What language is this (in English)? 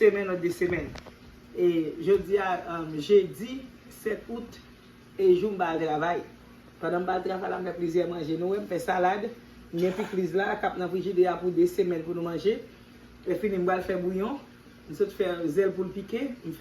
Haitian Creole